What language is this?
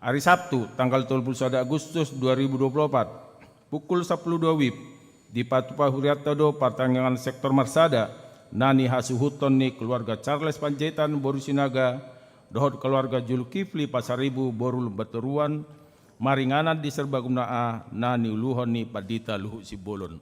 Batak Toba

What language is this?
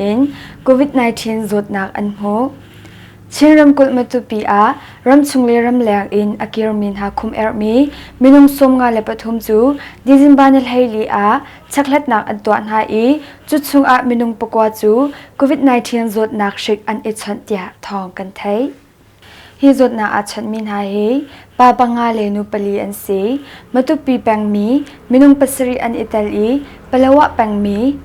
Hakha Chin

